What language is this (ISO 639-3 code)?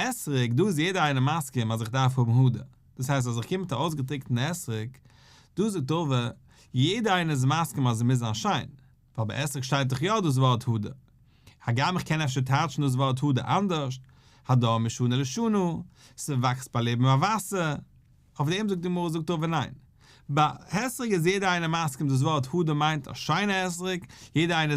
yid